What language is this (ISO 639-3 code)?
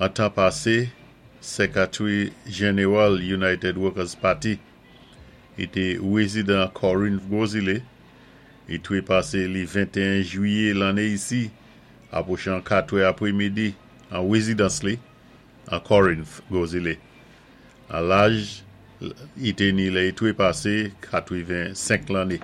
acf